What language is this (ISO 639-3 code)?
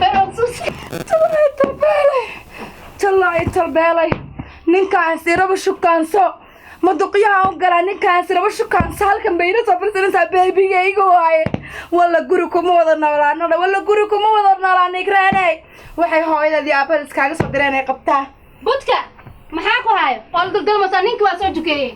som